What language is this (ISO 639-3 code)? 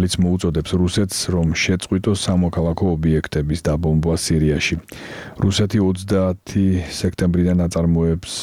kat